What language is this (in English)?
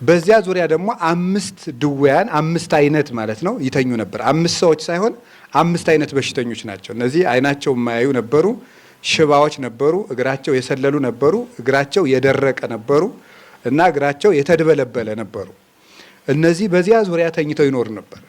Amharic